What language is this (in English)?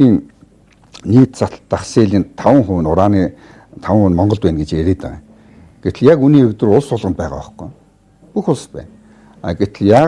Mongolian